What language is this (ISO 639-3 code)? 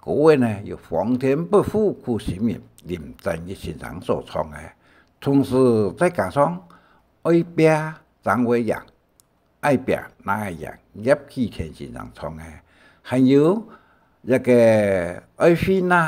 hak